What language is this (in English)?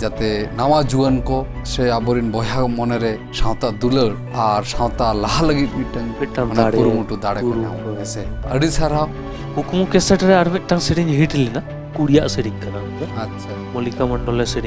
Santali